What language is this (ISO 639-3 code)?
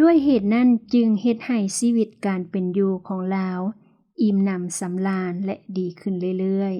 lao